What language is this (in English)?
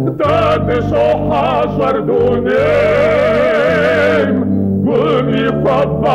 Kabardian